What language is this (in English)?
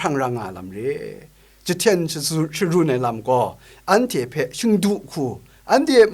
Kachin